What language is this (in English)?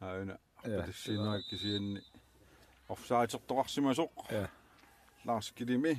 Kalaallisut